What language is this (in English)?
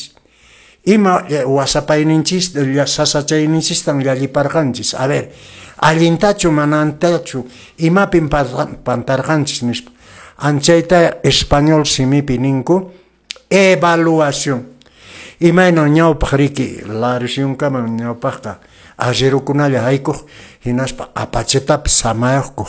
Quechua